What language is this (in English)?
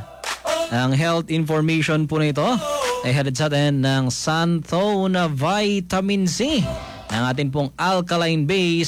Filipino